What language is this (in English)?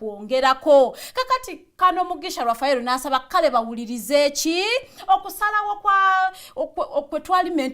Ganda